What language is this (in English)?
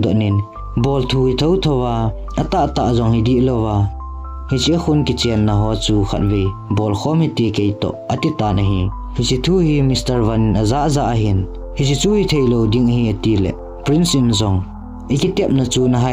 Thado Chin